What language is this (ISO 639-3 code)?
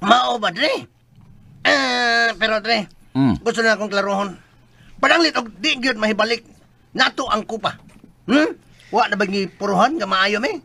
ceb